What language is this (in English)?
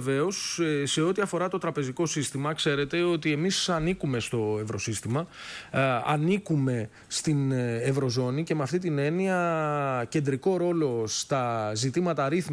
Greek